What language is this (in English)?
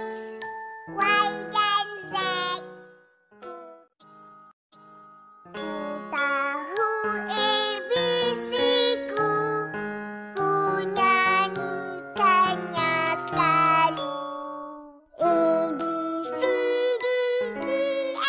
Malay